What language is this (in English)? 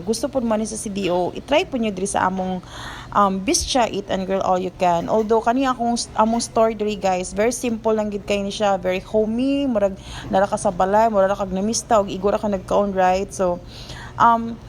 Cebuano